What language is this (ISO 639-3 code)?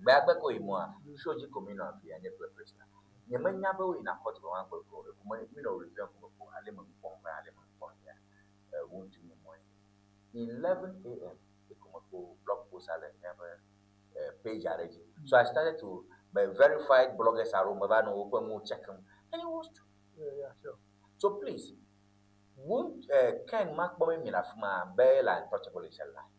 ewe